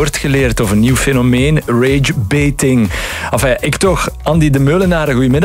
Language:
Dutch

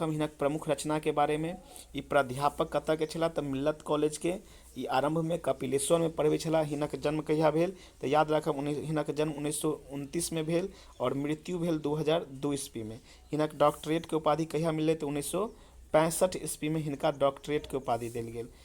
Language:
Maithili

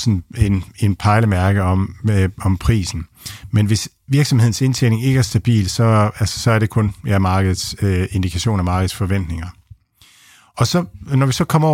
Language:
Danish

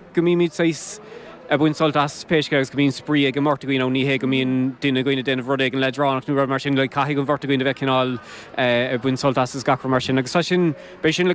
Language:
Irish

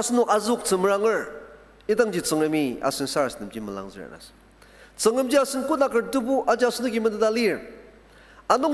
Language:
Ao Naga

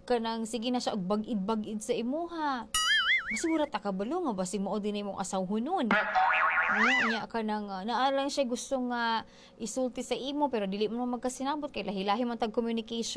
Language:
Cebuano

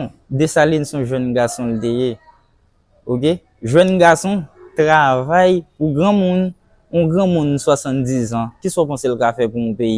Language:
Haitian Creole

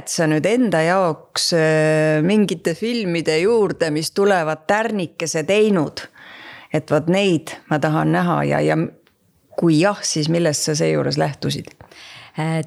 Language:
Estonian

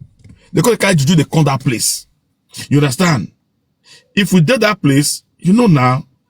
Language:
Nigerian Pidgin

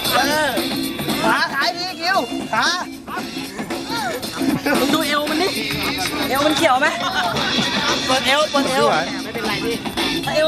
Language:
Thai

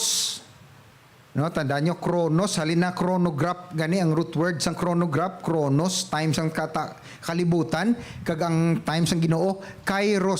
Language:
Hiligaynon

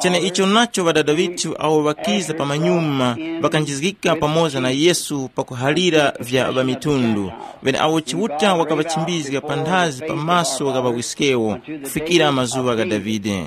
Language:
Tumbuka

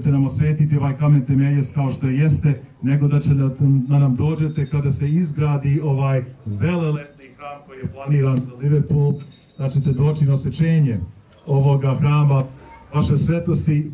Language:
Serbian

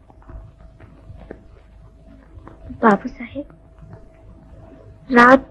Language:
Bhojpuri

